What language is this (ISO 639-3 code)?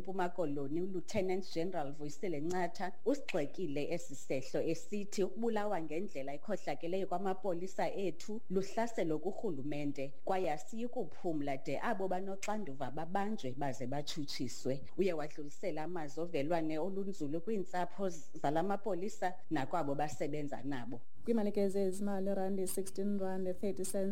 xho